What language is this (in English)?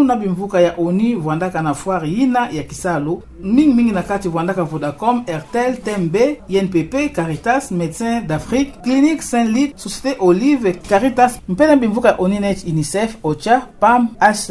Kituba (Democratic Republic of Congo)